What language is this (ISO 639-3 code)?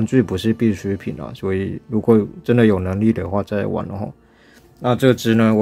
zho